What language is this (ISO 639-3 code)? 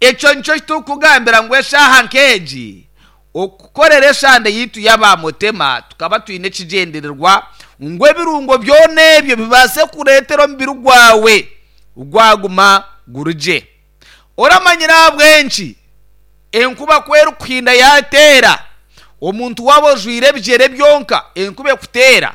nyn